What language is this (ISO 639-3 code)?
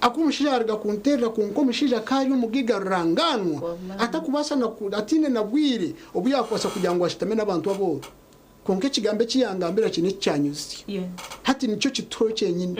nyn